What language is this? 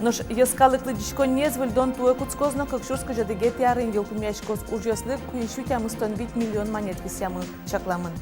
Udmurt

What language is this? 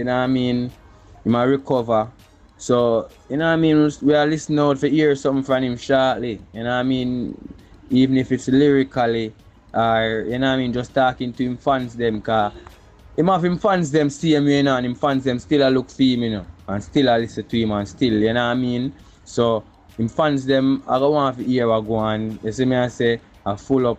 Jamaican Creole English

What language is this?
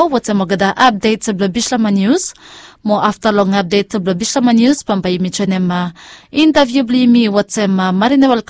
Bislama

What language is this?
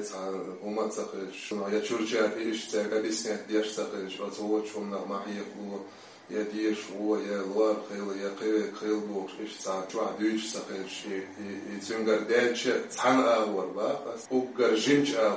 Chechen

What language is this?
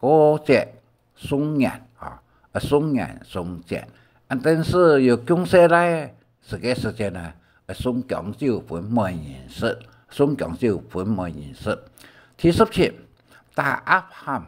Hakka Chinese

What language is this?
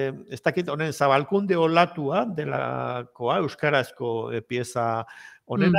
Basque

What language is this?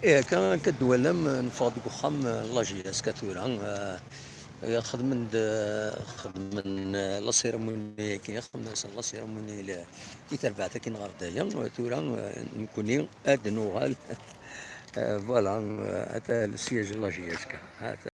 Kabyle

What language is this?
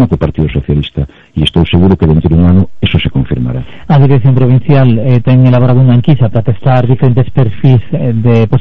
Galician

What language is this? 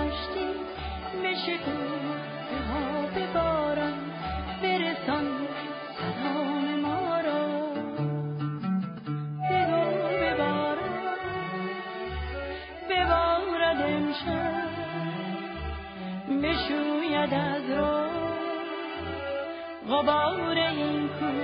Persian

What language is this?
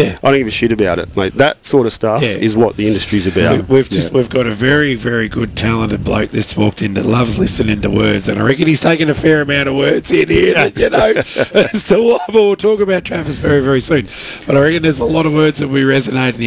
English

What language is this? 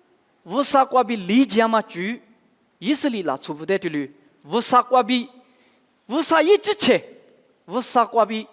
Lisu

